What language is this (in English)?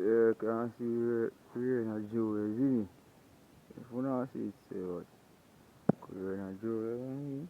Jamaican Creole English